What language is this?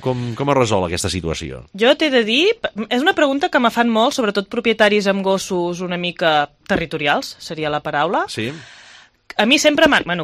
Catalan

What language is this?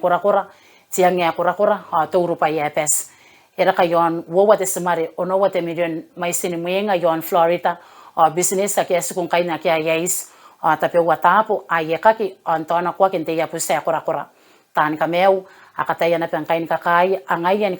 Gilbertese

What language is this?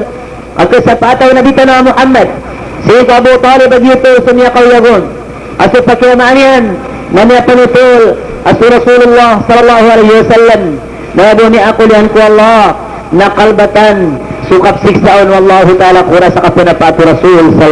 Maranao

